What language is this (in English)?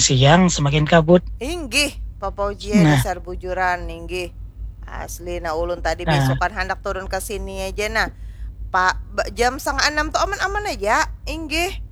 Banjar